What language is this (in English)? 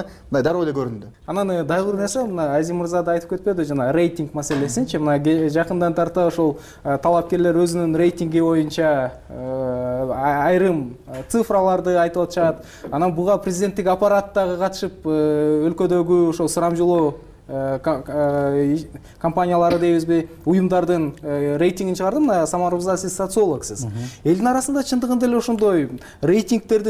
Kyrgyz